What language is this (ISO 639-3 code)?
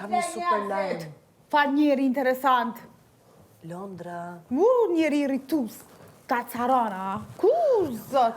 sqi